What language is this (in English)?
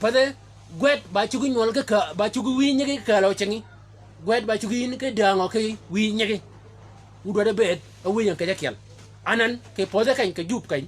Shilluk